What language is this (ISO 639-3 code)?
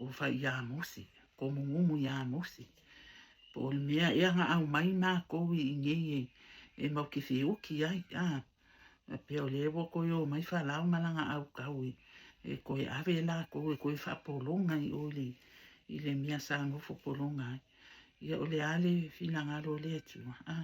smo